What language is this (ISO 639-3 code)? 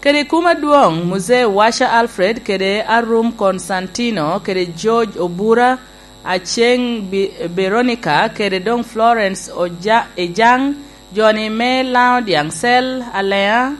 laj